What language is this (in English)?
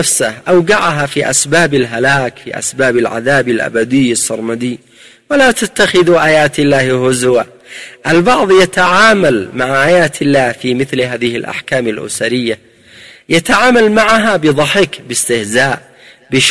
Arabic